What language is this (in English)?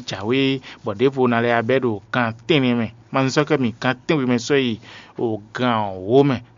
Fon